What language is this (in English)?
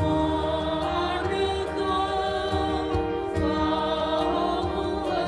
Nias